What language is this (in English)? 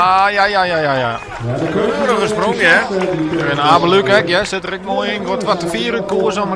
Western Frisian